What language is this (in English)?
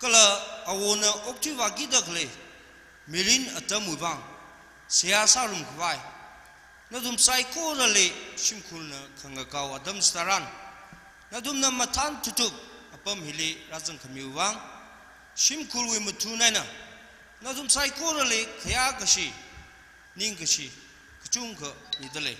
Tangkhul Naga (India)